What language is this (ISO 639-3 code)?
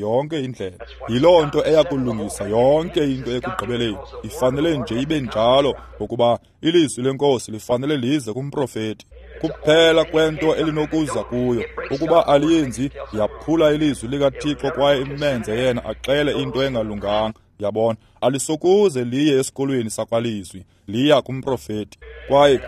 xho